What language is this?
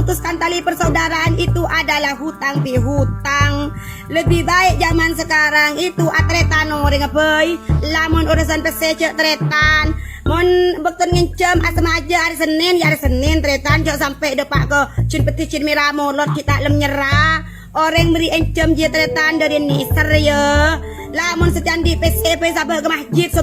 Madurese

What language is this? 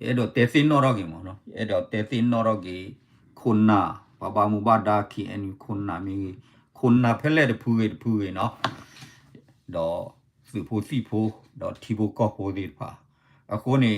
S'gaw Karen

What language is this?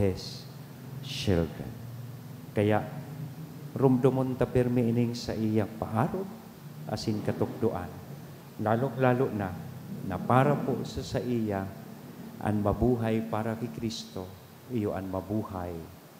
Bikol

